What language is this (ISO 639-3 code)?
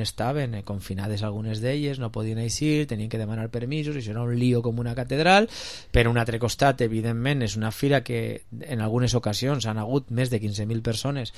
cat